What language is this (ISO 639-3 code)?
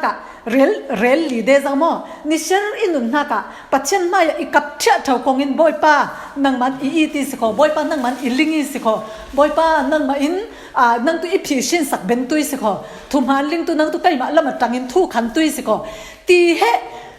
cfm